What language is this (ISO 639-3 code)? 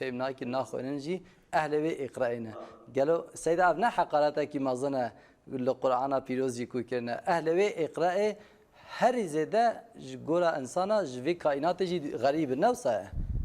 kur